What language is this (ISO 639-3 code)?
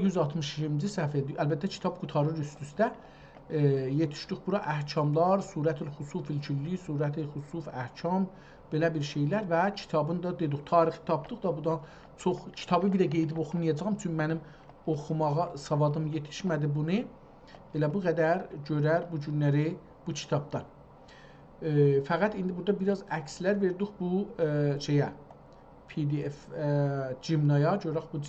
azb